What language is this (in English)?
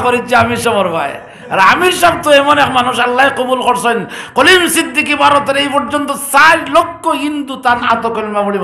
Sylheti